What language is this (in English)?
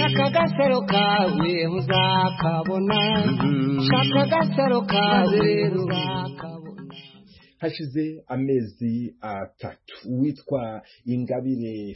Kinyarwanda